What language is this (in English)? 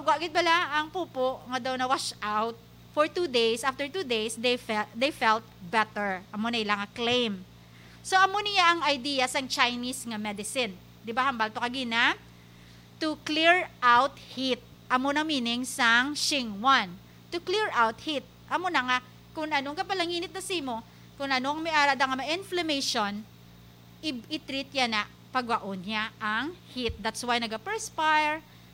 Hiligaynon